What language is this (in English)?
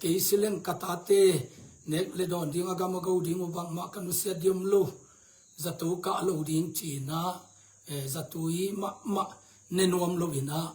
Tedim Chin